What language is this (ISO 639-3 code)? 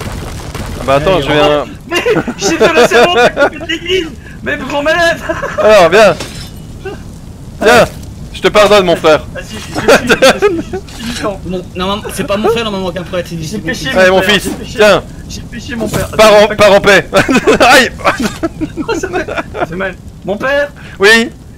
fra